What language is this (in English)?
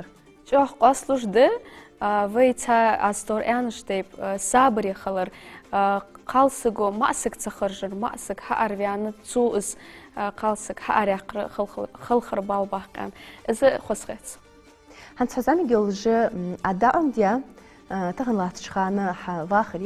Ingush